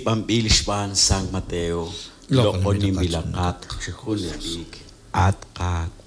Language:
Kekchí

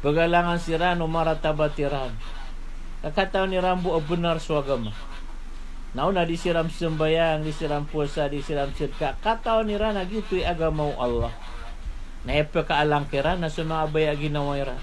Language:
Maranao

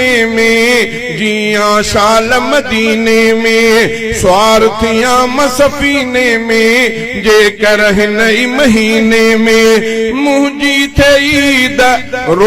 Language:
Sindhi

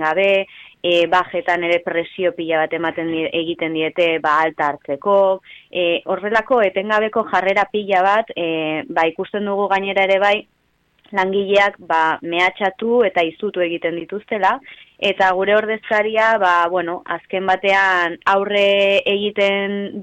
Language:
Basque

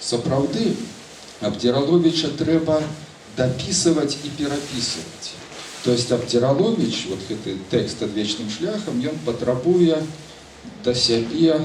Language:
Belarusian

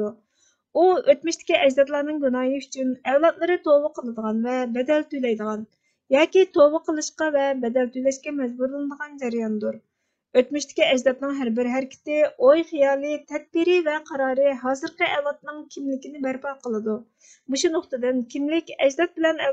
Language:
Uyghur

